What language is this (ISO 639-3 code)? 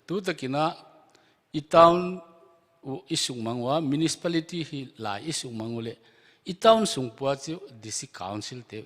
pck